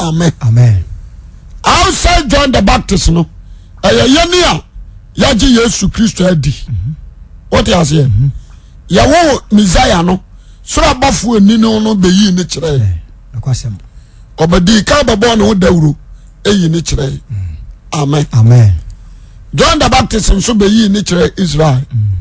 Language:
Akan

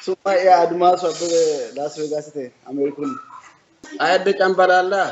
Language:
Sidamo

